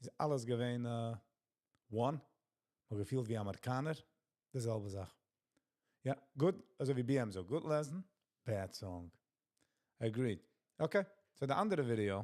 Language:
Yiddish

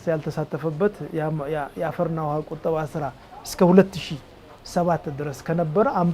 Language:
Amharic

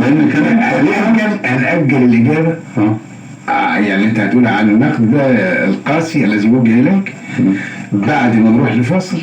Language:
Egyptian Arabic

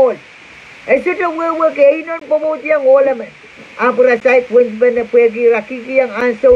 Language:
Pohnpeian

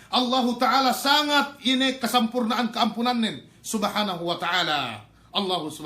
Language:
Yakan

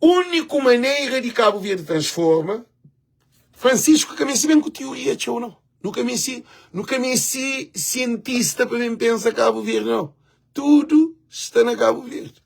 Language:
Kabuverdianu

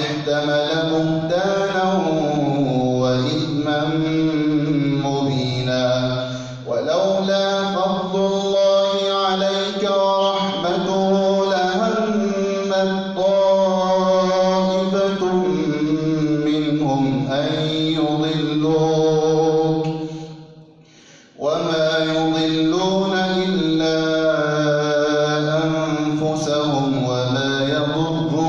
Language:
Arabic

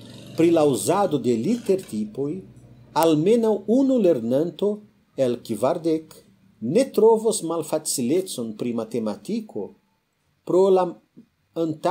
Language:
Esperanto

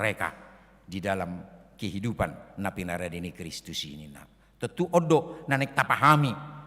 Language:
Batak Toba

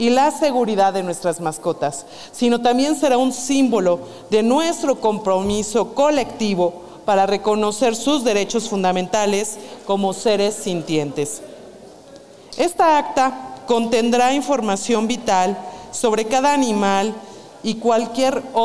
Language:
Spanish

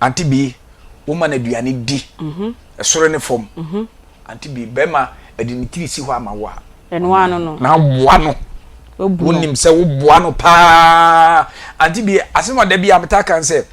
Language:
Akan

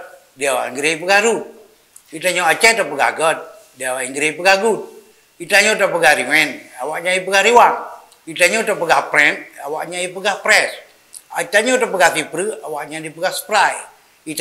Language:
Achinese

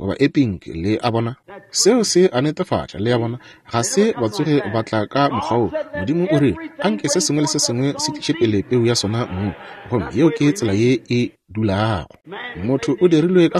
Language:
Northern Sotho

